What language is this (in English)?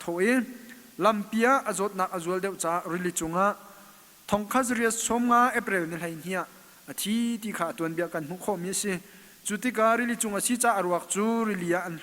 Hakha Chin